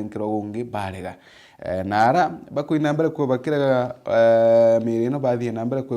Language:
Meru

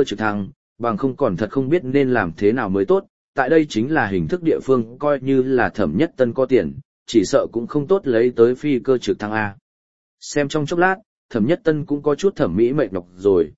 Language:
Vietnamese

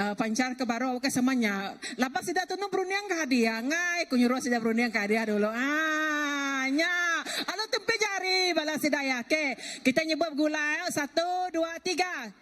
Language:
Iban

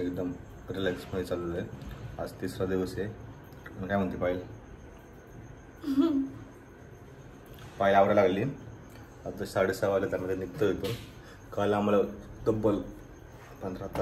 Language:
Marathi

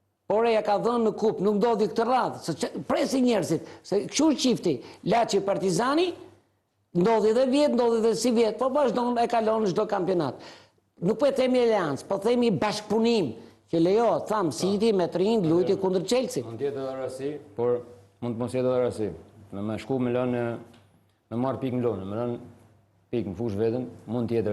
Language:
Albanian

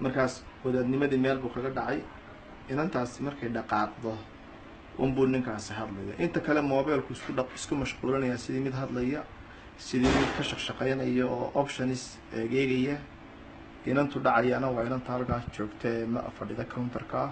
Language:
Somali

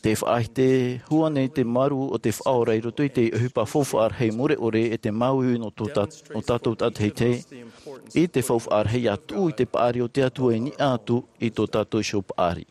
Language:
Tahitian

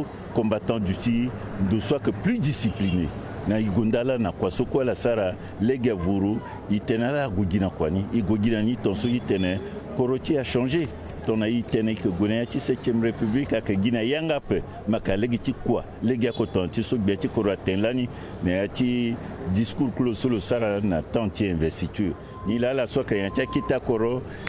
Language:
Sango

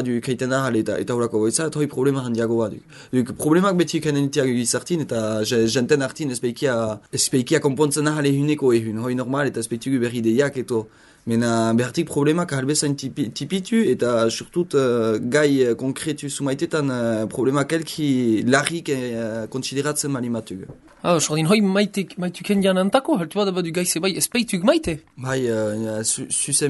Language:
Basque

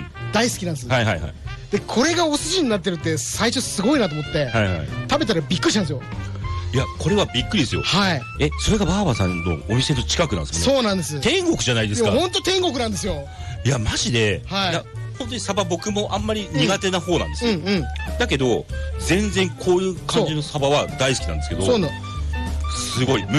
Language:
Japanese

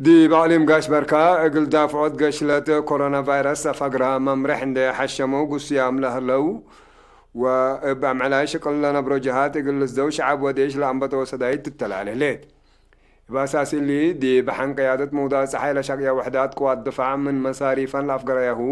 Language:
Tigre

